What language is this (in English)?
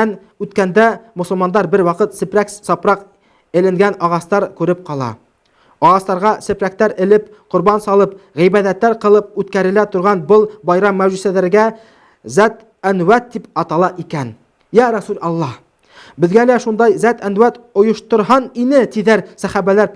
Bashkir